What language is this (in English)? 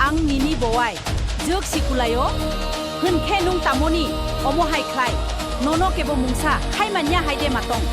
Kok Borok